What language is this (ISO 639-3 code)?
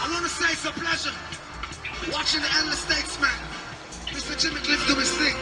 jam